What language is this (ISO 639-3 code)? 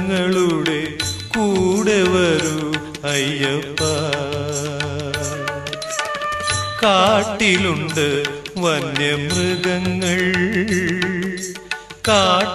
mal